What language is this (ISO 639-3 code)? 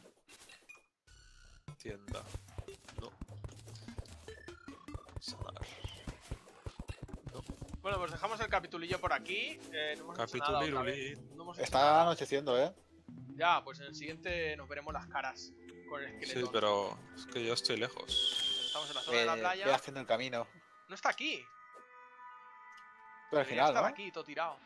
spa